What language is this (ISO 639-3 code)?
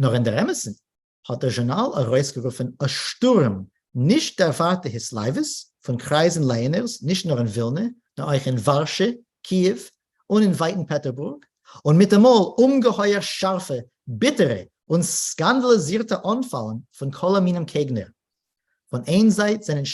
yid